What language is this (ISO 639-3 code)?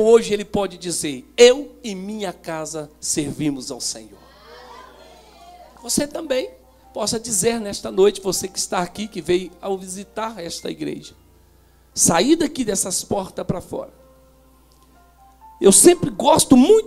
por